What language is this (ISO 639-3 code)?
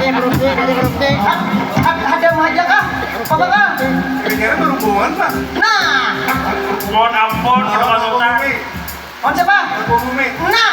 bjn